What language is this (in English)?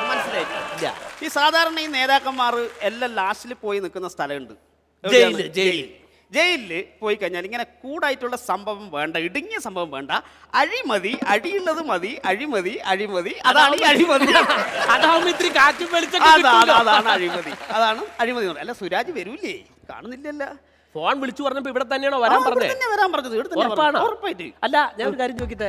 Malayalam